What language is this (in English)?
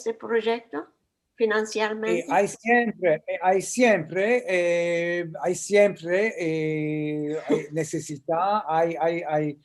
Ladino